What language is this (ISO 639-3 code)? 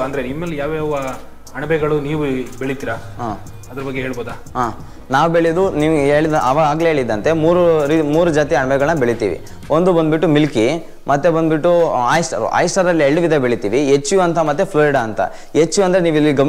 kan